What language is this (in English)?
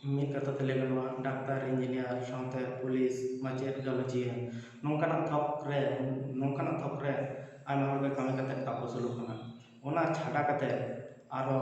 Santali